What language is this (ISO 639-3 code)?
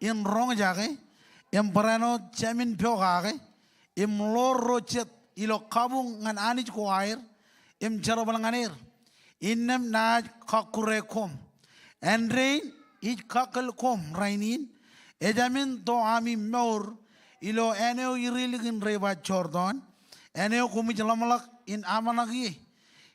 mah